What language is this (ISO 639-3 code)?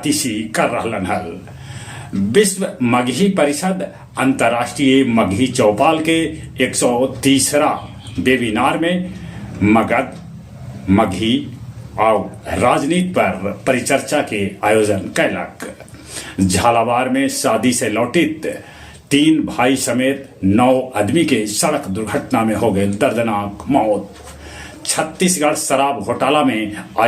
mag